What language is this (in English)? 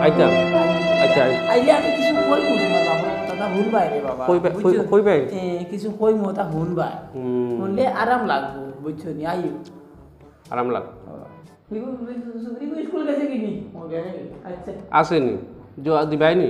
Sylheti